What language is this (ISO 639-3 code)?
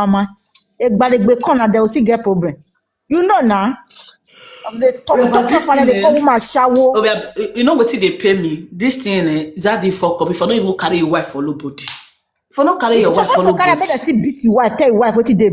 pcm